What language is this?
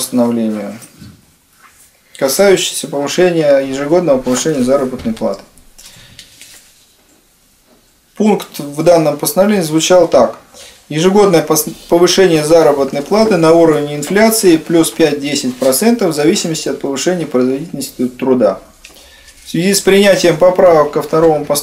Russian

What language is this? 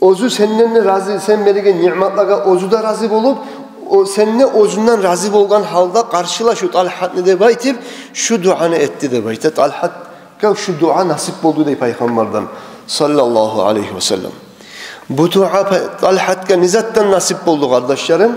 Kumyk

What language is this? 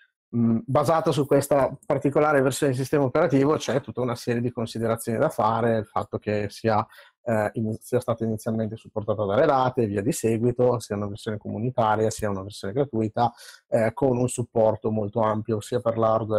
Italian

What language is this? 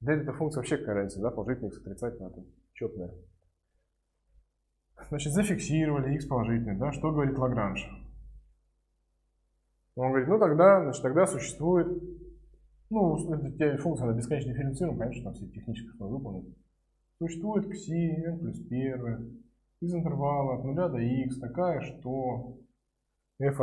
Russian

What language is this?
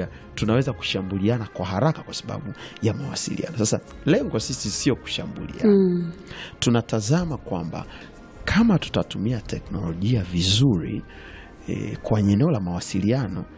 Swahili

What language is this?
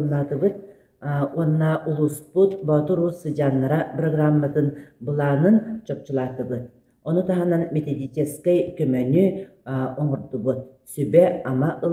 Yakut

